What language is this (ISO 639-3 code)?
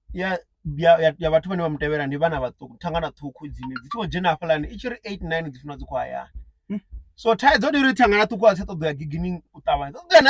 ven